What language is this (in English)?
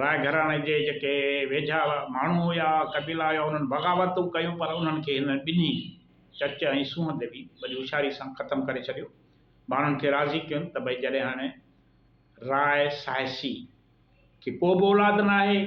Sindhi